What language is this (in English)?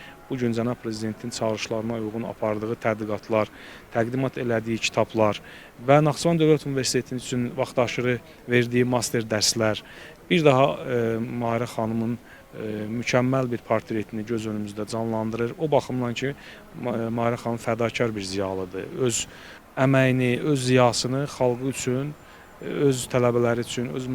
Azerbaijani